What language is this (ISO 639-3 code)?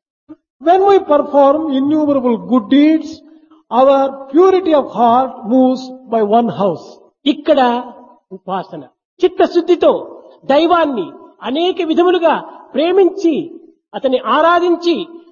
tel